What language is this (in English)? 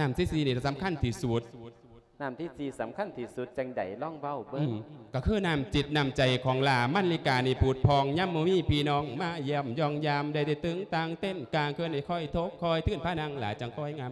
Lao